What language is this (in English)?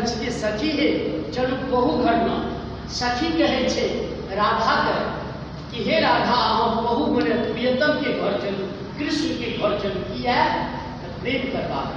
Maithili